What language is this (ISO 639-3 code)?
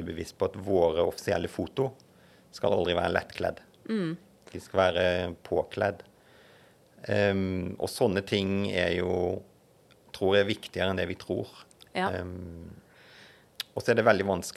nor